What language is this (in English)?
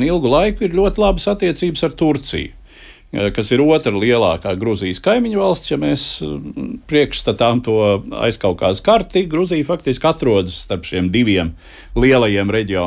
Latvian